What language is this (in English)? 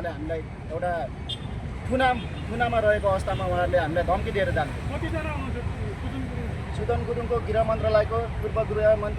Nepali